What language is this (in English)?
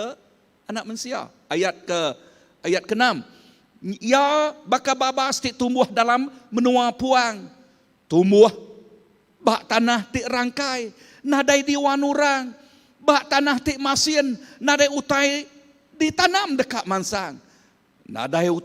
Iban